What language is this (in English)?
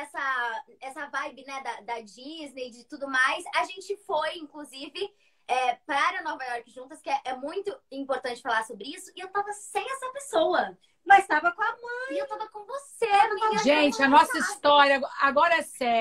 Portuguese